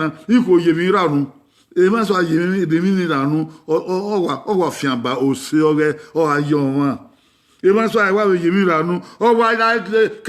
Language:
Bini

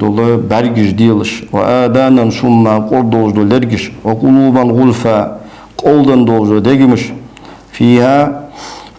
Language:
Ingush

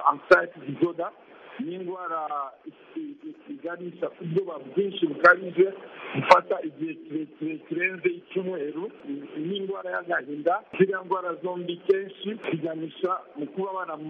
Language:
Kinyarwanda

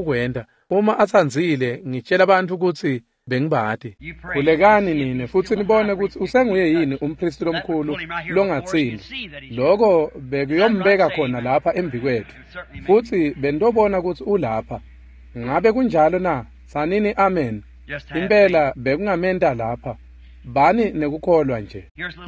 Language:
Swati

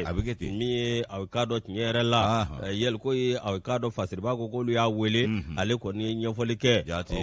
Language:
Bambara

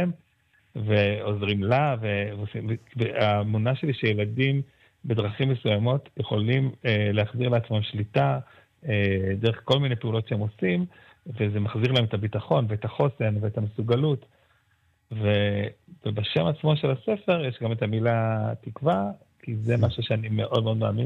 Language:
Hebrew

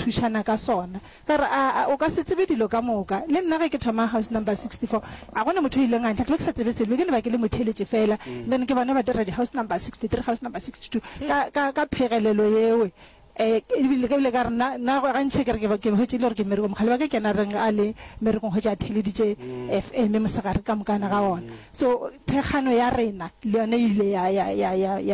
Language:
Northern Sotho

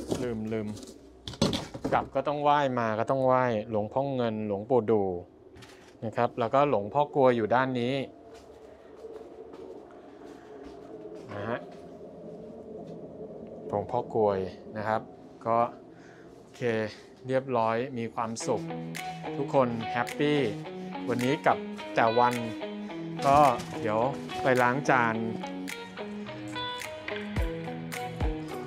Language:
Thai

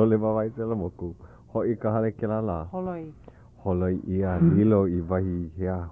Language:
Hawaiian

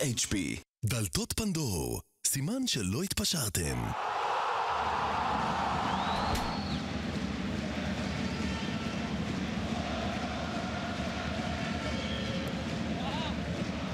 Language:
Hebrew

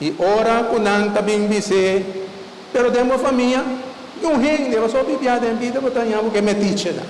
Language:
Papiamento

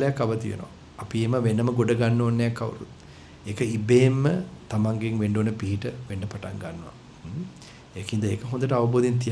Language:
Sinhala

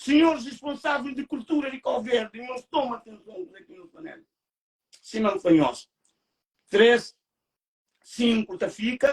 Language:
Kabuverdianu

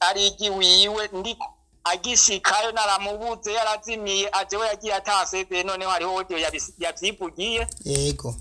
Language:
Rundi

